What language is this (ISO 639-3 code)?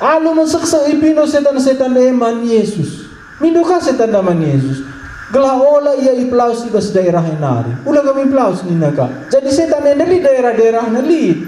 btx